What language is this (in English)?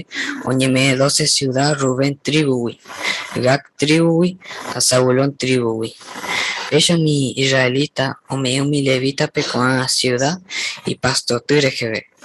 Guarani